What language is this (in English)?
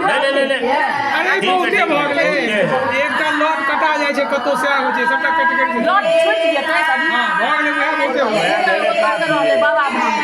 Maithili